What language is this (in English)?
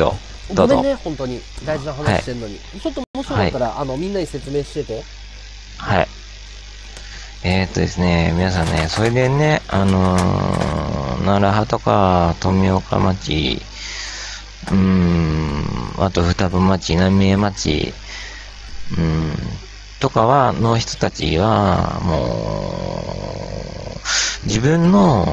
Japanese